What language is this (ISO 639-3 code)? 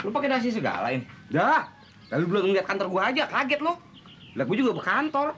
bew